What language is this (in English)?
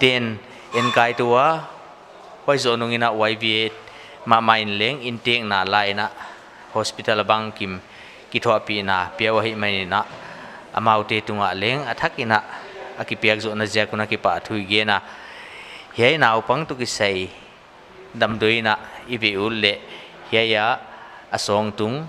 Paite Chin